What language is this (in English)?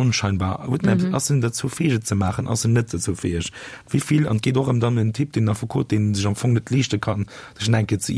Luxembourgish